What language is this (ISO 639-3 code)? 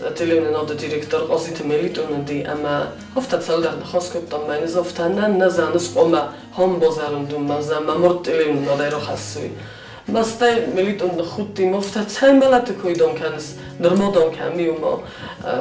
oss